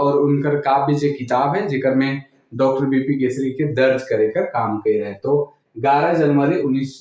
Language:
Sadri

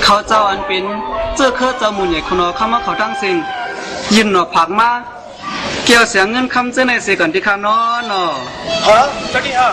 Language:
Shan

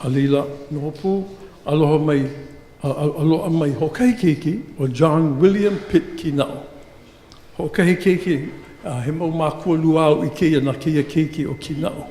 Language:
Hawaiian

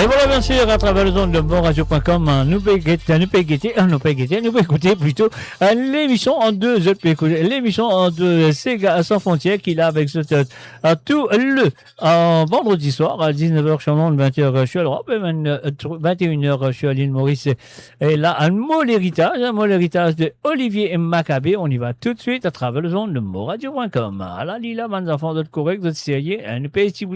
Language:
Morisyen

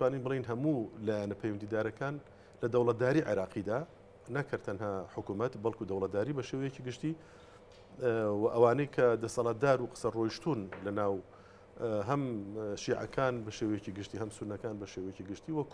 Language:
Central Kurdish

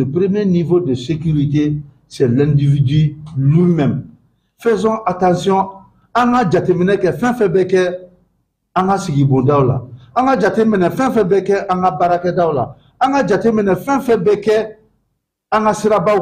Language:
Bambara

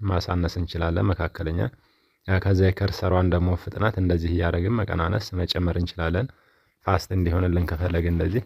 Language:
Amharic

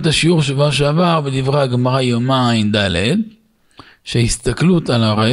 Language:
Hebrew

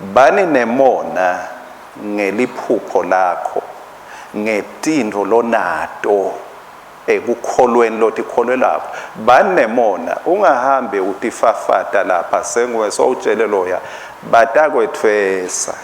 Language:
Swati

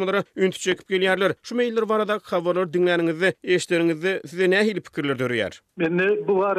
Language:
Turkmen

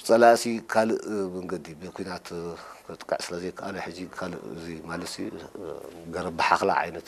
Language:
Tigrinya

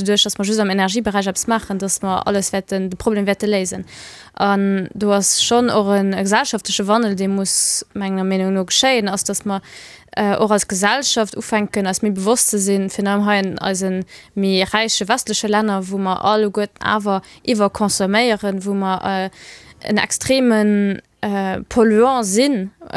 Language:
Luxembourgish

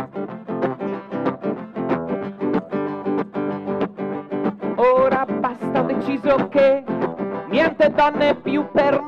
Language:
Italian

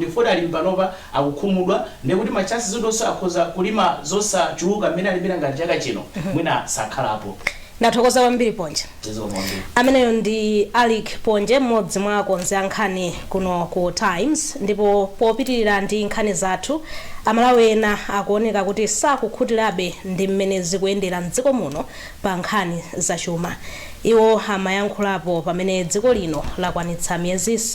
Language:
Nyanja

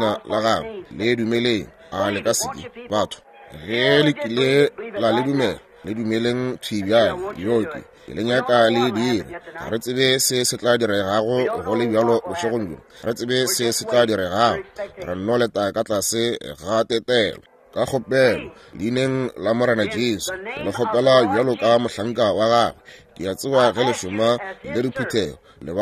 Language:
Northern Sotho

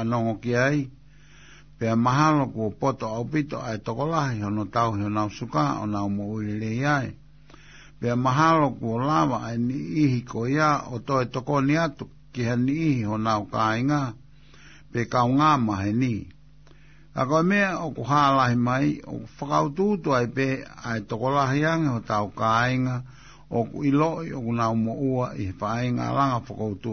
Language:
Tongan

